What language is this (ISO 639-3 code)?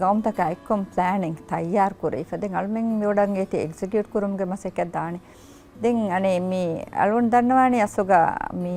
div